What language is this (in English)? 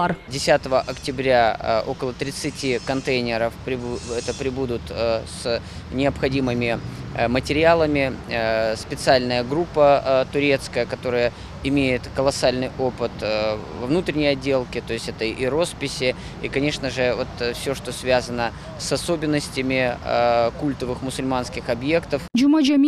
Crimean Tatar